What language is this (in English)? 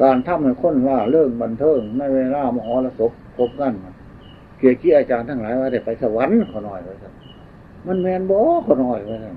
Northeastern Thai